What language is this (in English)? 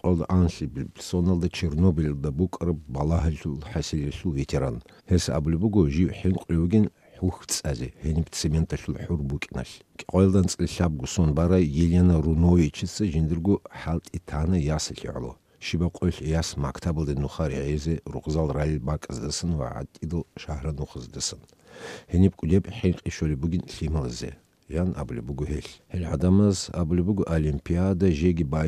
Avaric